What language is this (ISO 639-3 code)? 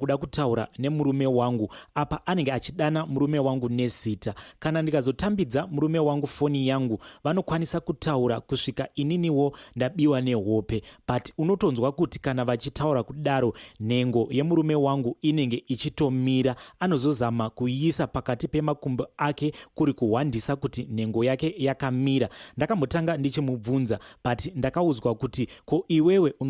sna